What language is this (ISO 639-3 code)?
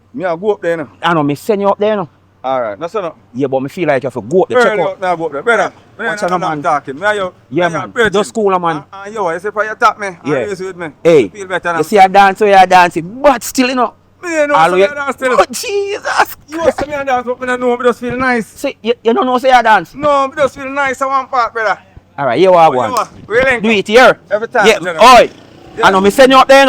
jam